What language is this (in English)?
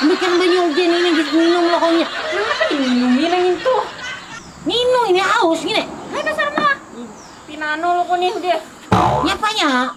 Banjar